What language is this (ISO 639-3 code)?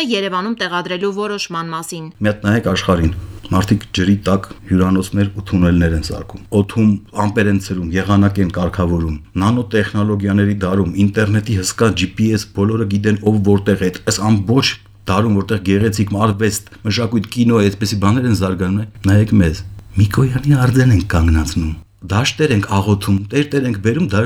hye